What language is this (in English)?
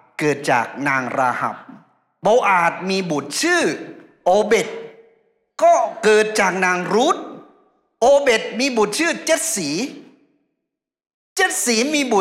Thai